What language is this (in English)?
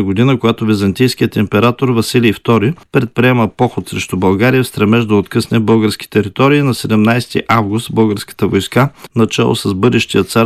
Bulgarian